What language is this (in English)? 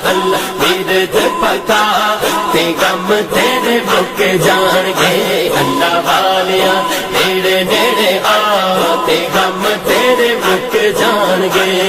Pahari-Potwari